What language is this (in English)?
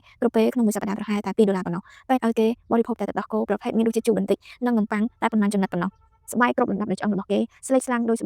Khmer